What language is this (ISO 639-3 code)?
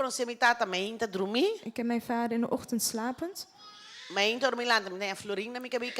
pap